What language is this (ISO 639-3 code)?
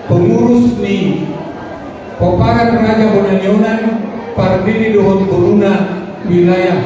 bbc